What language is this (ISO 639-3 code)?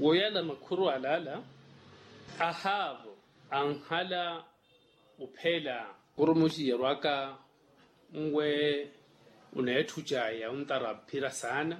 vmw